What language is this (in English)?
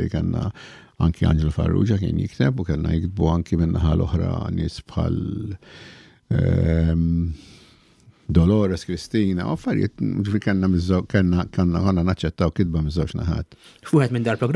Maltese